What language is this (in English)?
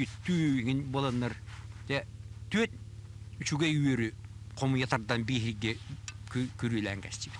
Yakut